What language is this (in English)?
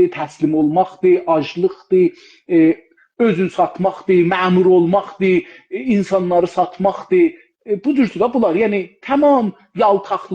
South Azerbaijani